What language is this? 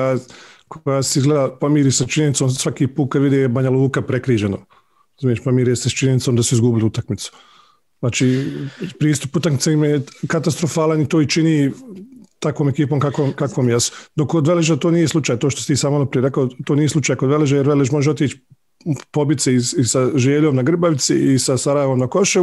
Bosnian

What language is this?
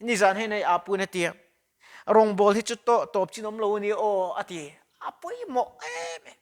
Mizo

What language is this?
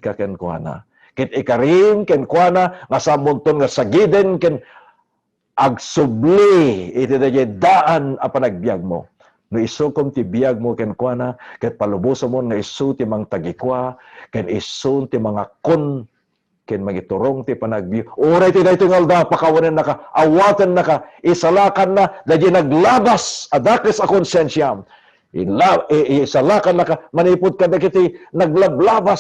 Iloko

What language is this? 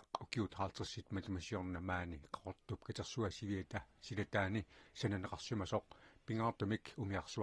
Kalaallisut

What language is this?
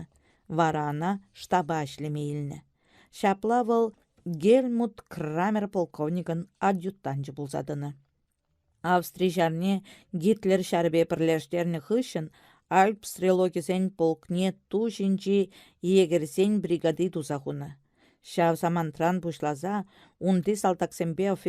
Chuvash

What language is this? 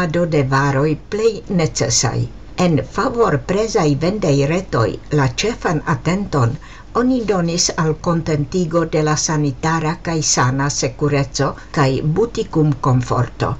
Esperanto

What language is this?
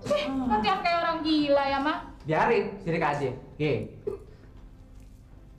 Indonesian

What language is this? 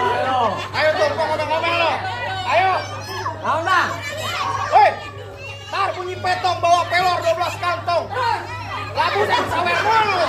Betawi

